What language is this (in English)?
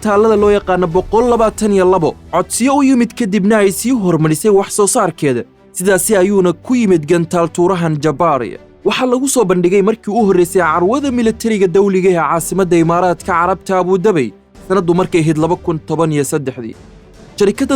Somali